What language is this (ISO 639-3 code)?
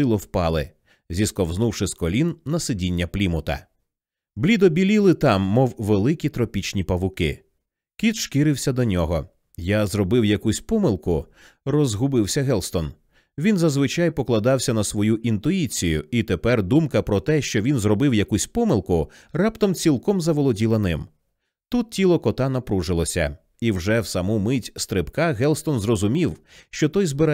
ukr